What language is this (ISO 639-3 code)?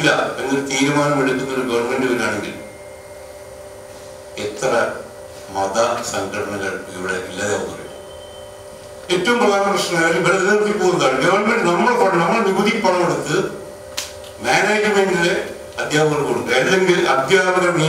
mal